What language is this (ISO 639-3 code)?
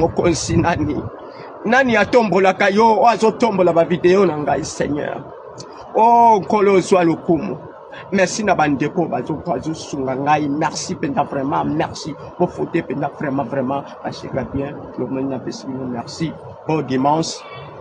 lin